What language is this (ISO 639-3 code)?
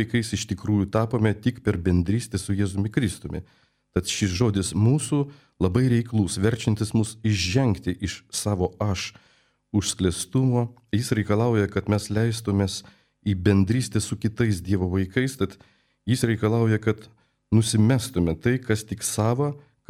lit